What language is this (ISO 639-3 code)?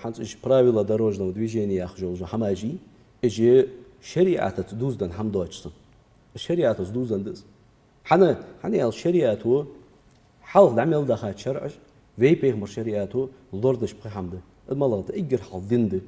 inh